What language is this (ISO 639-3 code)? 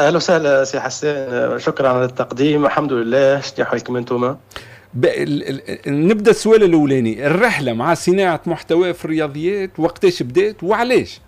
aeb